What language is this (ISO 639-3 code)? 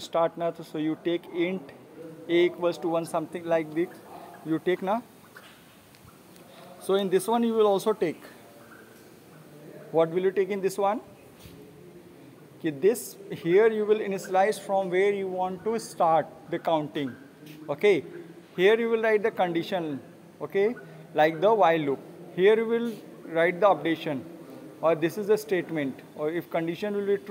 eng